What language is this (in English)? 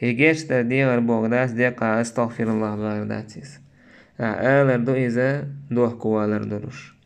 Chechen